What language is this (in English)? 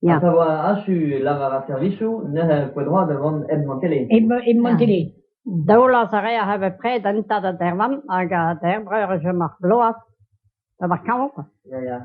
Breton